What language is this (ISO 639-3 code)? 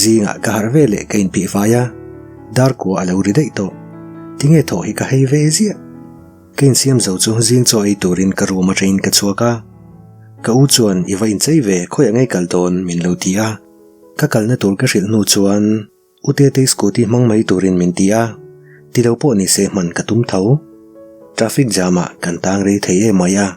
lus